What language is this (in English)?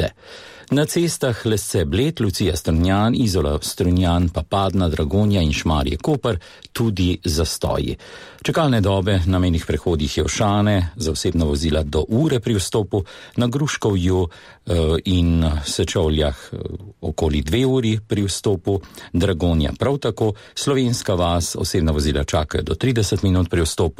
Slovenian